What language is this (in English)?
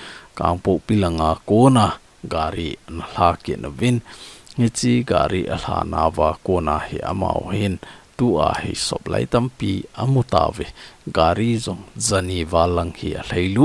Thado Chin